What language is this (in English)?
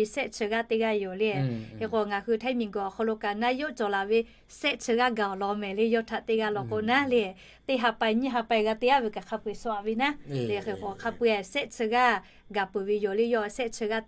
Lahu